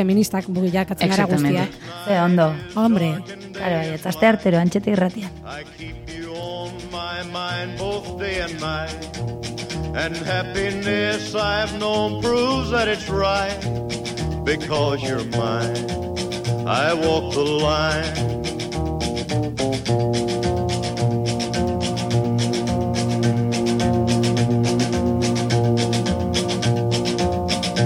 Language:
Basque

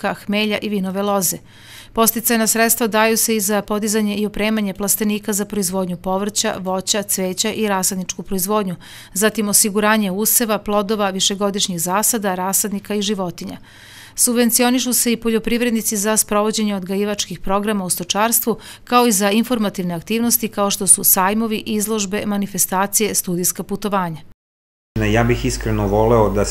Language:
Serbian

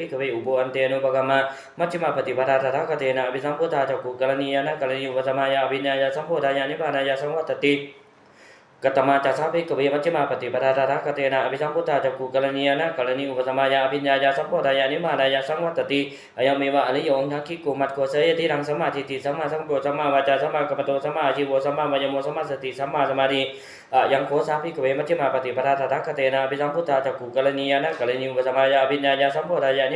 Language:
Pali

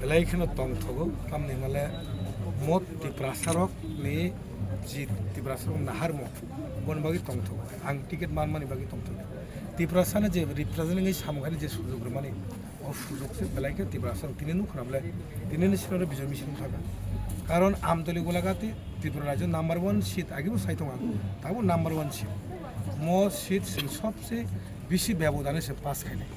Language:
Kok Borok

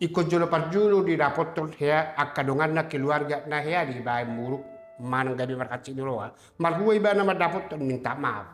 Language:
Batak Toba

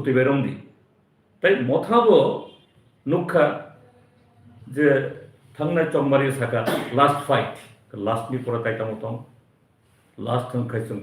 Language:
Kok Borok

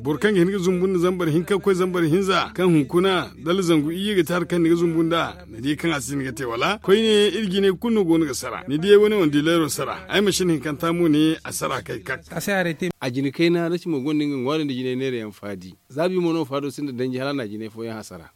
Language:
Zarma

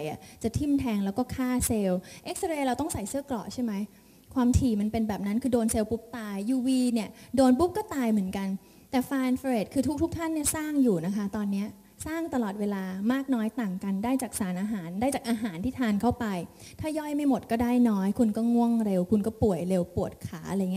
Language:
Thai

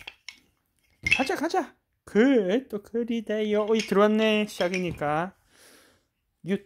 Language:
Korean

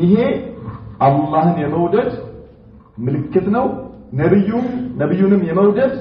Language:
Amharic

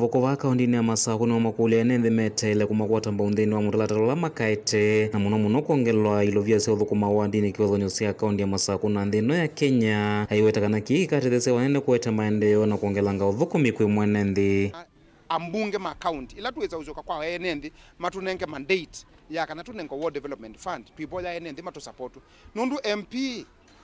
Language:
Kamba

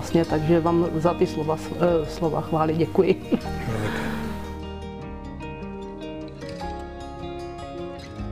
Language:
Czech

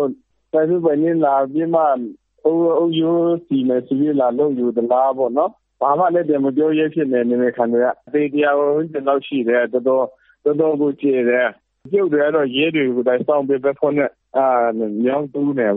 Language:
Burmese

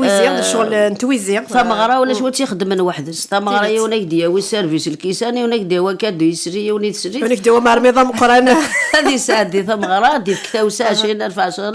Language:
Kabyle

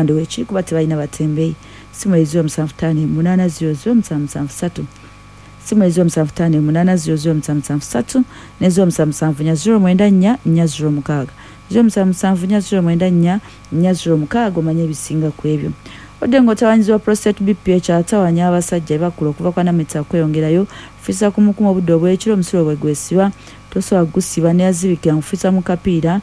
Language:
Ganda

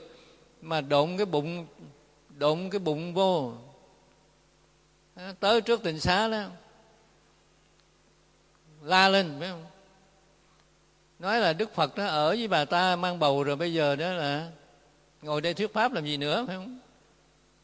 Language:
Vietnamese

